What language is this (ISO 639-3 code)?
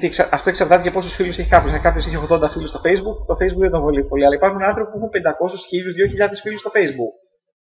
ell